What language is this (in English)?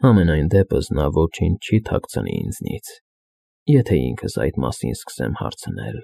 Armenian